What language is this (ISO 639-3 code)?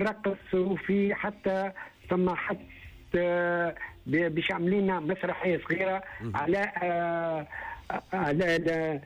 aeb